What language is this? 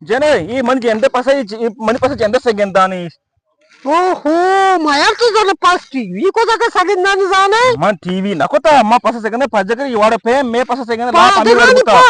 Eastern Balochi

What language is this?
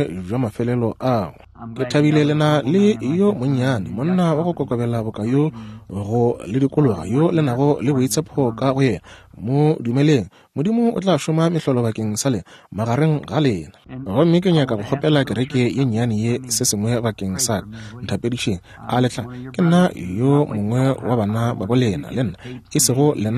Northern Sotho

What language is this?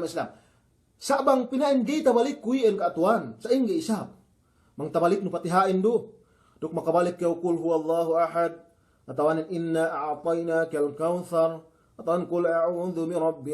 Yakan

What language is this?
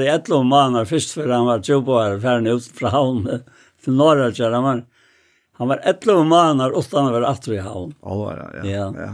Faroese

